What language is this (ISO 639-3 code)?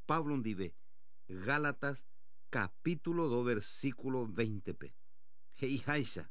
grn